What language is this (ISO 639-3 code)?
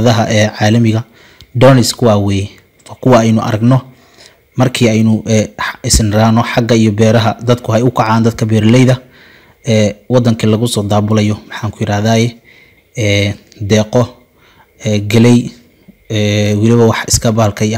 som